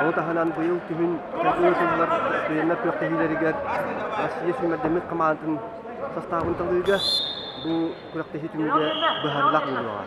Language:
Yakut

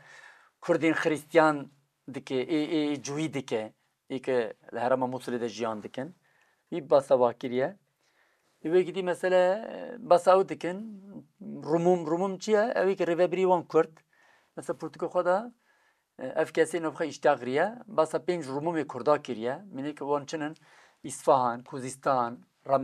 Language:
Kurdish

